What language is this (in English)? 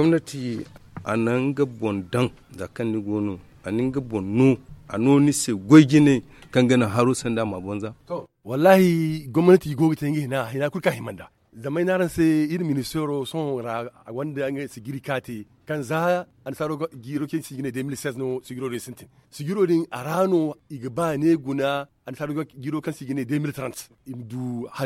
Zarma